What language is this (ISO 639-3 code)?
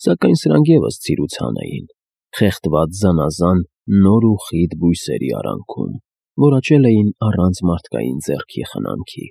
hye